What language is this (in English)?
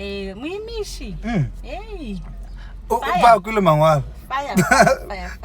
Northern Sotho